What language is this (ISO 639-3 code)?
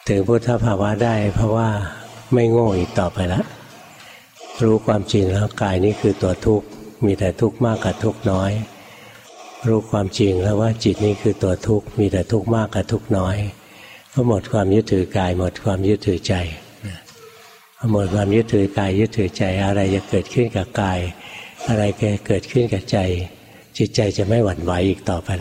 tha